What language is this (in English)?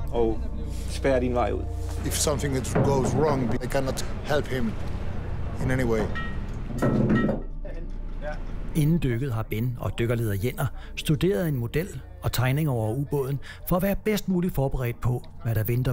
Danish